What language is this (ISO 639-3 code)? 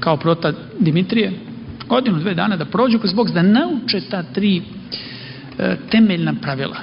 srp